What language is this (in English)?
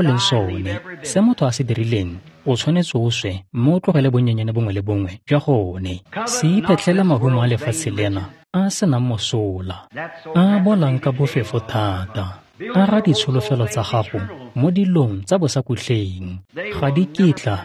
Tswana